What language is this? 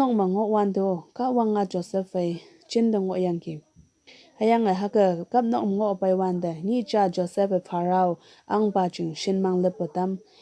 Konyak Naga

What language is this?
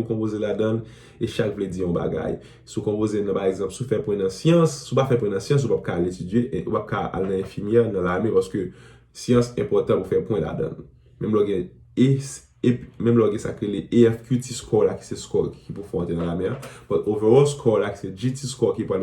Haitian Creole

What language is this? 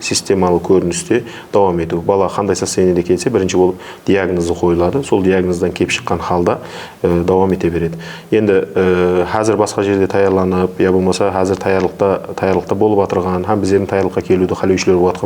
Kara-Kalpak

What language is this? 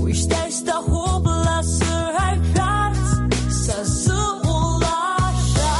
Abkhazian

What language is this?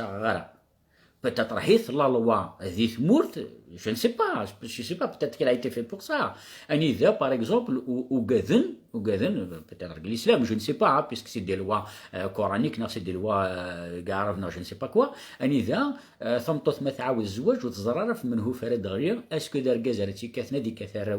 Kabyle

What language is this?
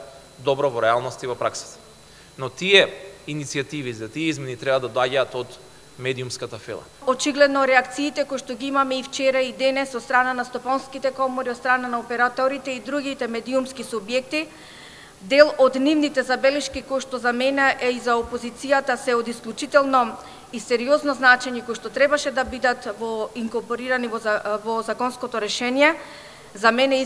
Macedonian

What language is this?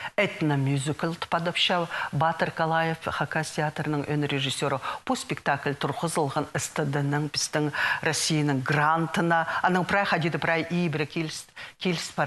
Khakas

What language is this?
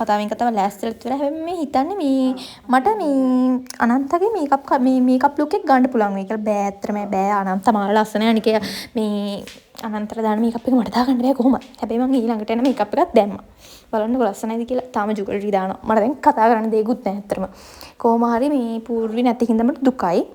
Sinhala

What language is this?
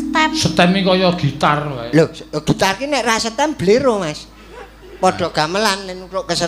Javanese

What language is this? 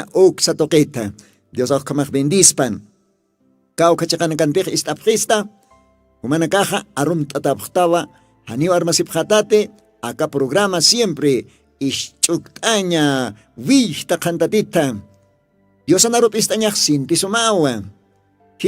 Aymara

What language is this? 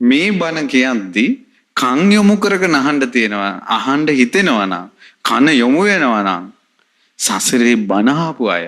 Sinhala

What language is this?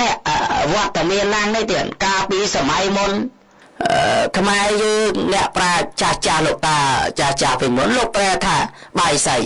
Khmer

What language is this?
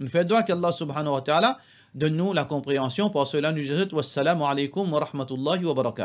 Morisyen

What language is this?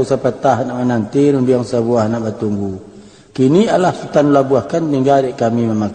Minangkabau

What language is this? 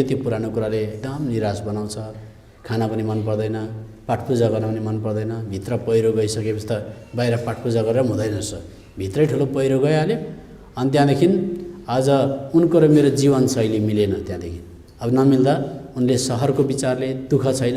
Nepali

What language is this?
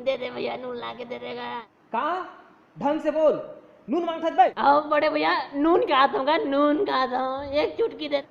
Chhattisgarhi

